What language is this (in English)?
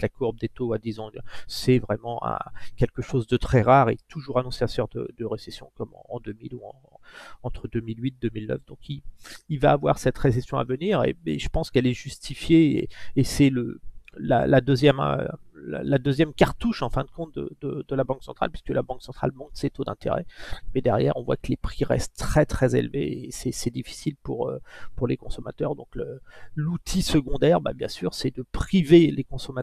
French